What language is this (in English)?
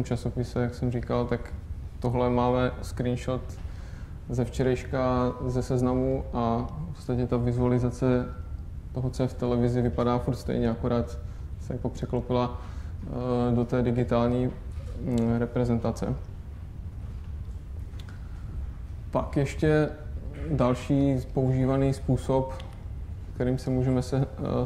Czech